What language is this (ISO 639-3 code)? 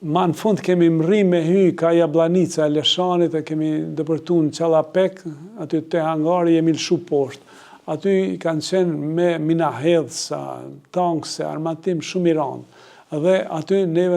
sqi